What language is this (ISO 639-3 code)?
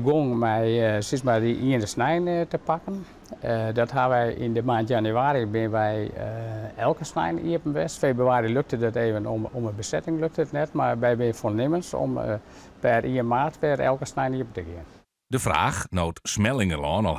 fry